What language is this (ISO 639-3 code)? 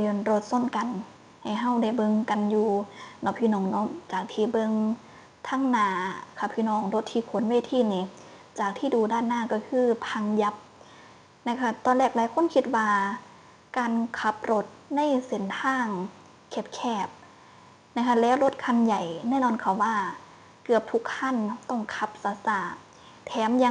tts